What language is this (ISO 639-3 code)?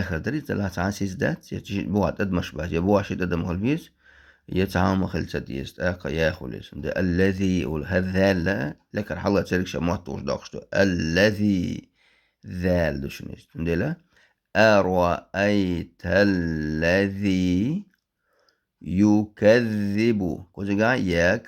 che